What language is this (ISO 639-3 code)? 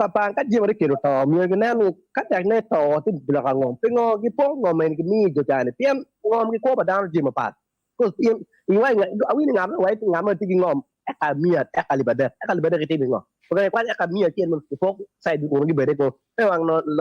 ach